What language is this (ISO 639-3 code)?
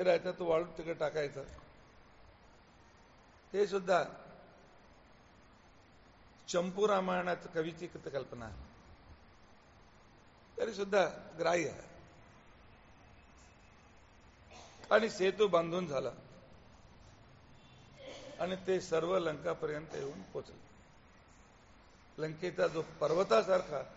mar